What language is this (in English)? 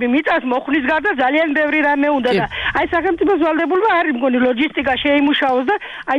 Georgian